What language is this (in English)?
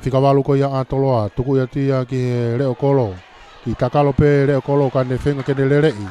Tongan